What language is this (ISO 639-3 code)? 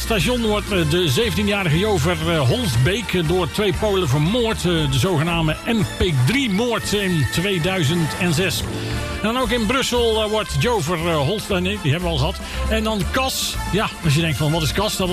nld